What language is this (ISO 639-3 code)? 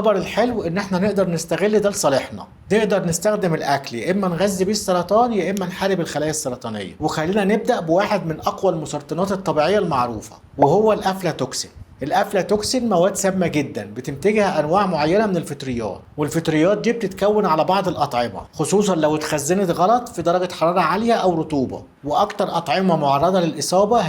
arz